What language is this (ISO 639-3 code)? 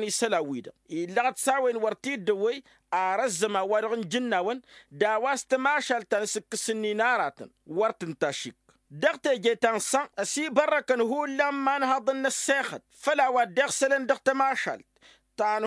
taq